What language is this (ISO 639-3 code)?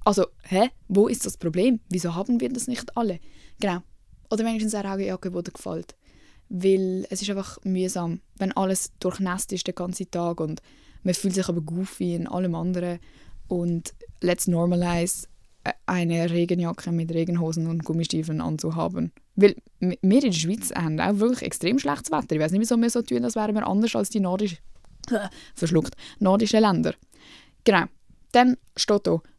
gsw